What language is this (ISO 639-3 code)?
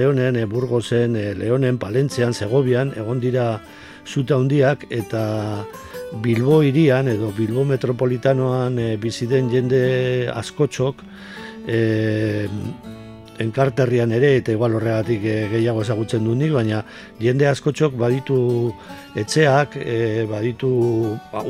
eus